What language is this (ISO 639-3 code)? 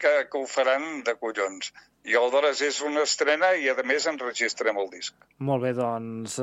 cat